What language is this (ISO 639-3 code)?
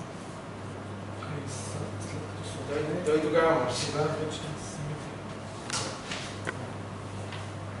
bul